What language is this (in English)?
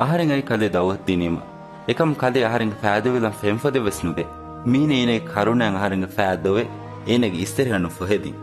Divehi